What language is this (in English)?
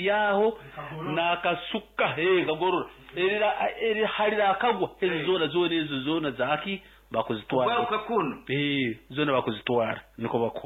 Nyankole